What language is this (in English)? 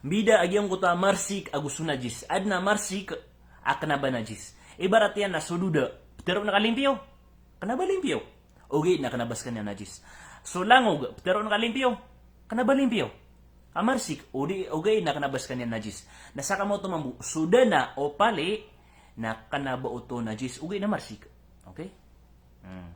Maranao